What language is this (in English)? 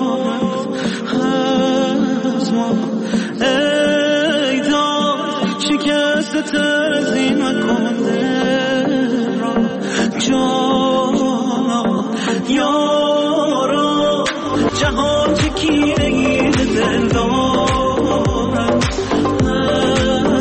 Persian